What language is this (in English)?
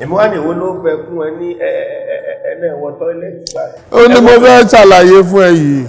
Yoruba